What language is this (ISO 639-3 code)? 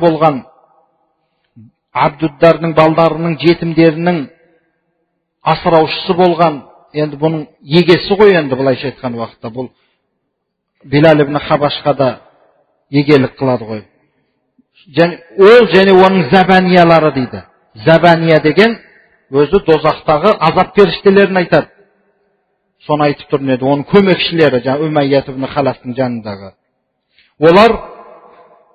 kaz